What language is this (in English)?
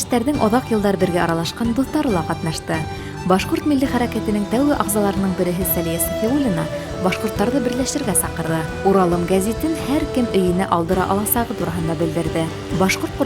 Bashkir